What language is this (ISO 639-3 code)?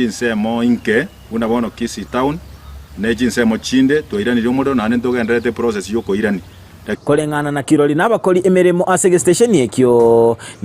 guz